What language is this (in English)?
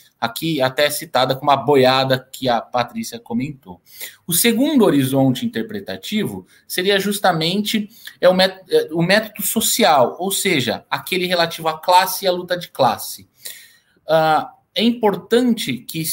Portuguese